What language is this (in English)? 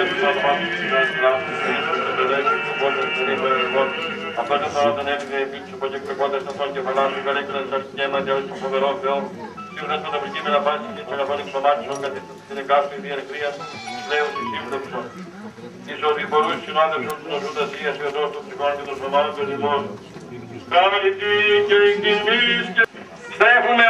Greek